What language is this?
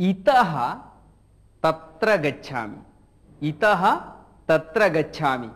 Sanskrit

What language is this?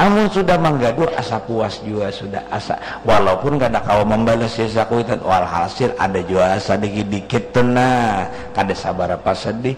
Banjar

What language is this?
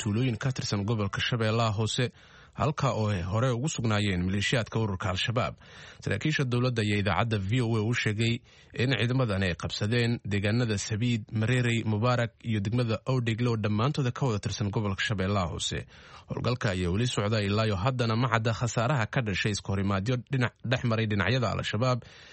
Somali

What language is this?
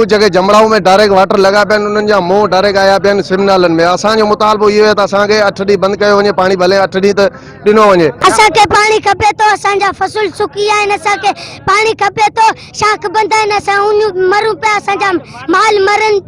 Sindhi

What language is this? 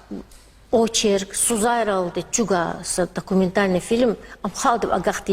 Lezghian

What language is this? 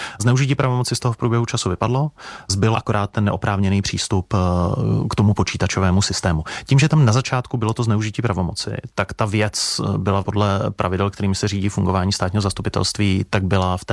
Czech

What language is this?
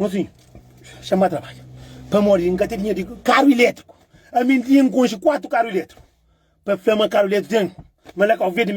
Kabuverdianu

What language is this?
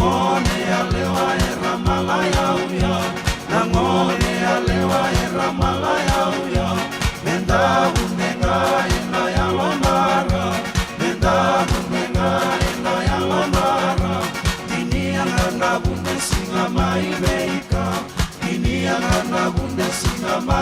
Fijian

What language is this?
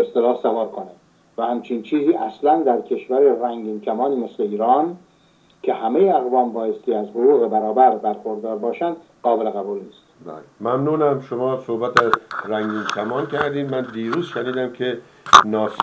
Persian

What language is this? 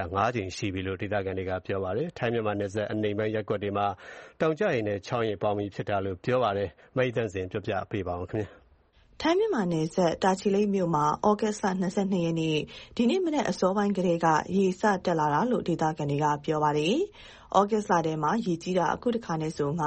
Burmese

